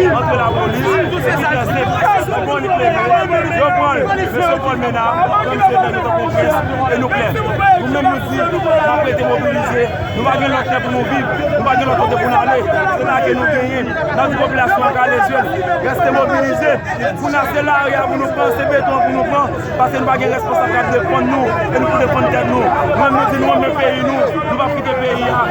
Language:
Haitian Creole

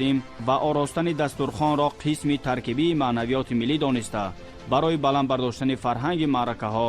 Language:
Tajik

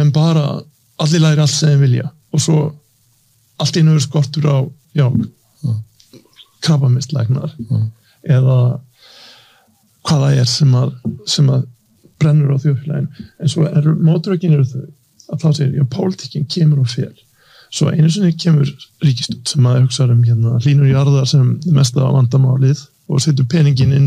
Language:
Icelandic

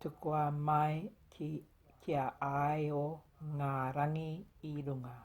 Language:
Māori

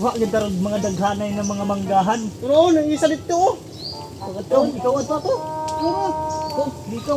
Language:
Cebuano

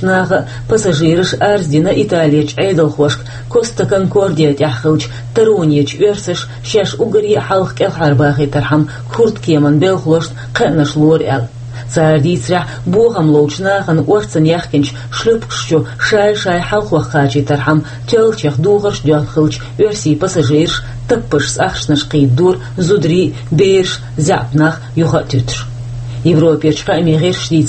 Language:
Chechen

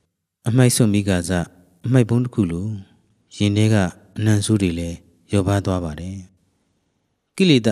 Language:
Burmese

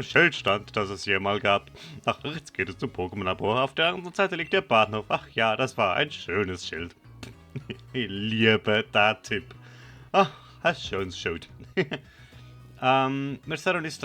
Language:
Swiss German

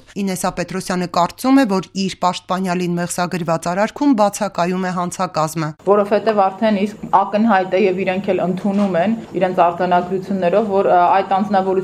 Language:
Armenian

